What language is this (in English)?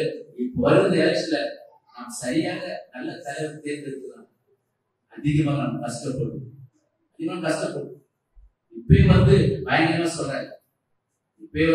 Tamil